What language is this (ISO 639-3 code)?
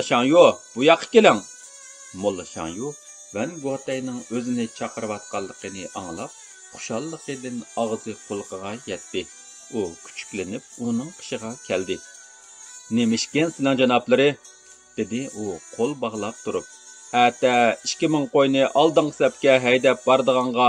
uig